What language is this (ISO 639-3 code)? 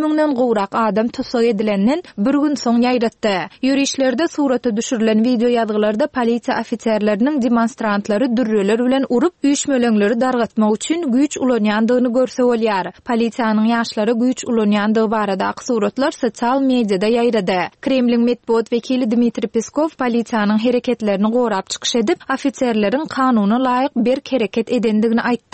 tuk